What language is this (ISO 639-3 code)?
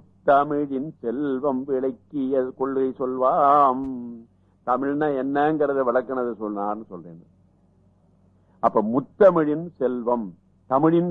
tam